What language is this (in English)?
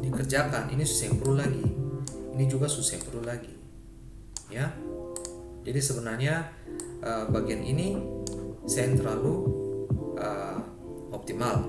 Ambonese Malay